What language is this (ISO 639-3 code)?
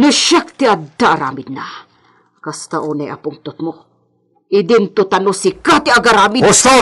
ilo